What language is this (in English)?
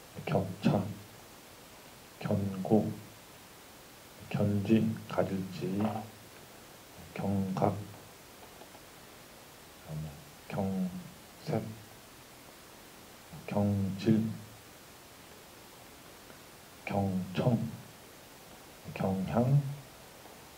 Korean